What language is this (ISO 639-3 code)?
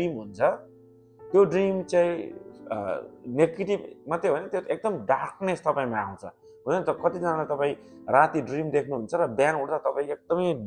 nep